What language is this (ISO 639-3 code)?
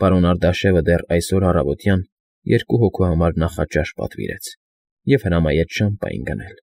hye